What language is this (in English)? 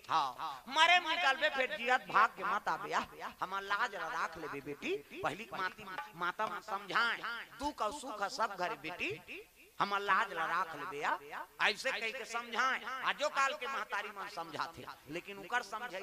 Chhattisgarhi